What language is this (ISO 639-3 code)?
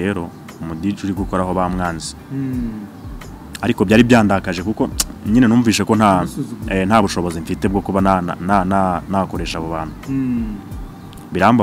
kin